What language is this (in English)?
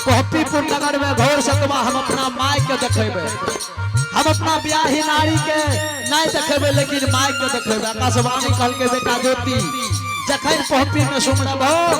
Angika